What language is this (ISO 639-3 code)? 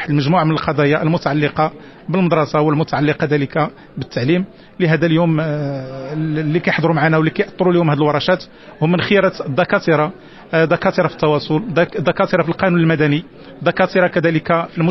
ary